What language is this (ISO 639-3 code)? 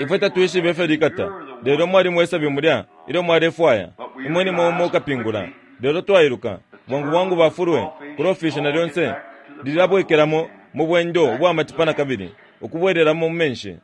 bem